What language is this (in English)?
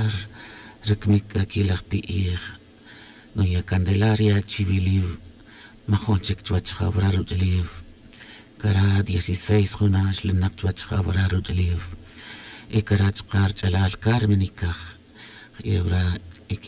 Tz'utujil